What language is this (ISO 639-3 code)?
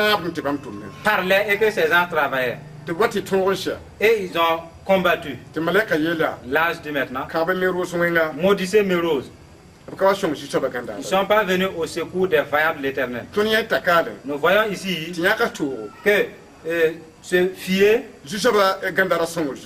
mos